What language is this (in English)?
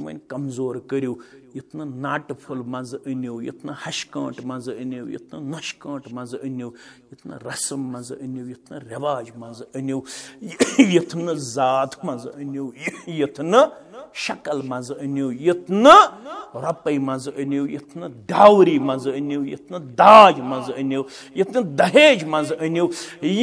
Kashmiri